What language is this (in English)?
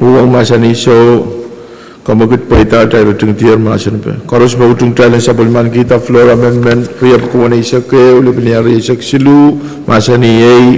Pohnpeian